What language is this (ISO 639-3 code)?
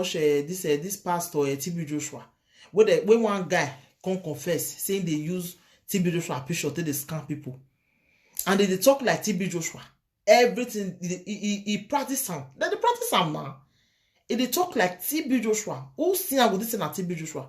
pcm